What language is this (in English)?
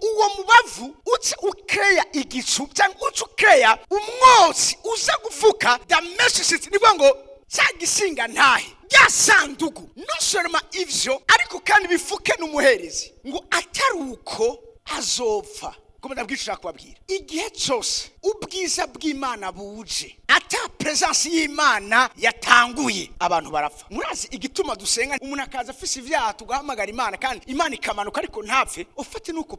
Rundi